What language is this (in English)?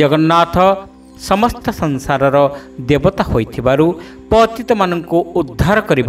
Odia